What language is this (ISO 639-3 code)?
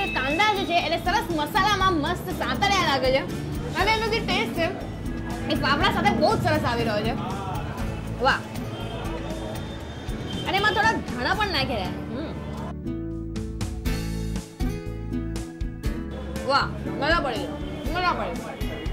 guj